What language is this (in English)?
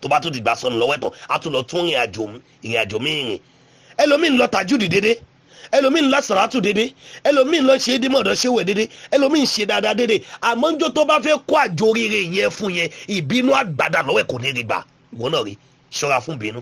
Yoruba